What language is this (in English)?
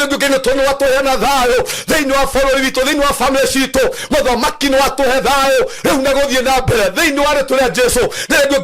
Kikuyu